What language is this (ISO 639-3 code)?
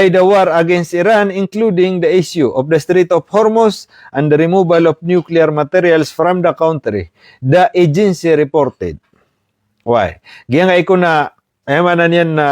mrw